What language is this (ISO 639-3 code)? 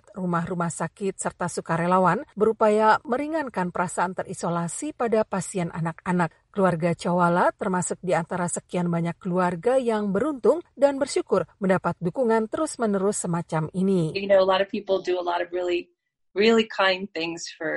ind